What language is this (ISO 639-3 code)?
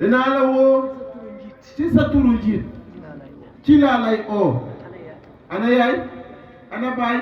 wol